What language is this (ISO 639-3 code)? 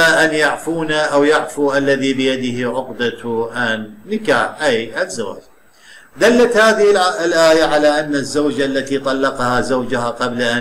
ara